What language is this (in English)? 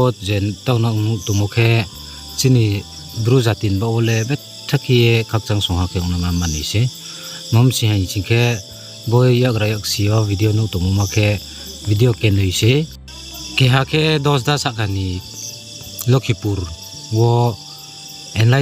Riang (India)